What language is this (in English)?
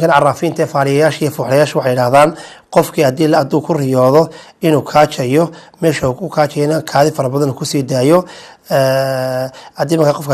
Somali